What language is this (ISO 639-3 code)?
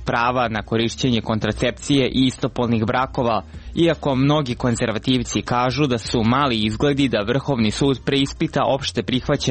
srp